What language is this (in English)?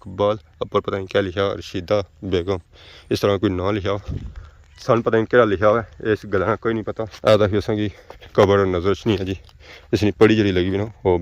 Pahari-Potwari